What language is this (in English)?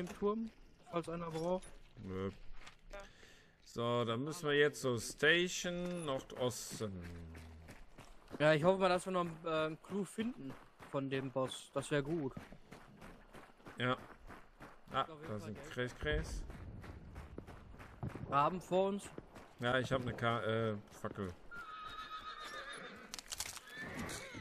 German